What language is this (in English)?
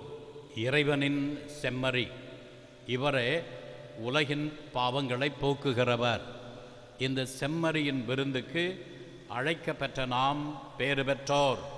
Tamil